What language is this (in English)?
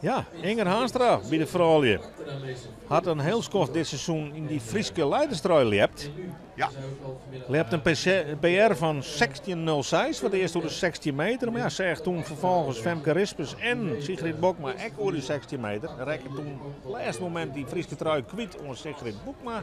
Western Frisian